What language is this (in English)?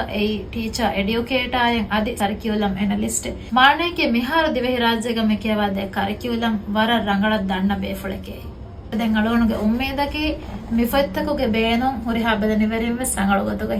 Divehi